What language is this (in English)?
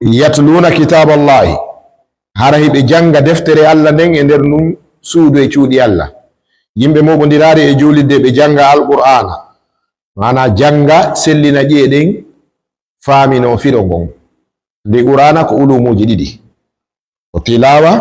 Fula